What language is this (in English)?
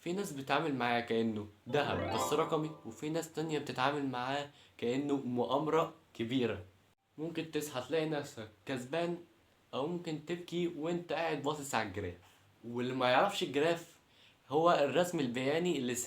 Egyptian Arabic